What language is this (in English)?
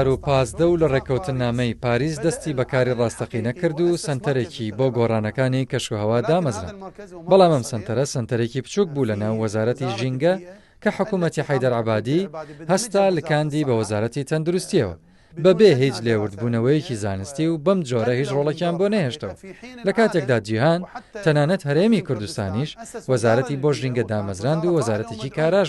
Central Kurdish